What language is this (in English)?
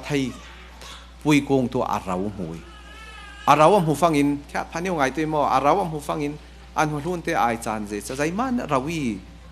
Falam Chin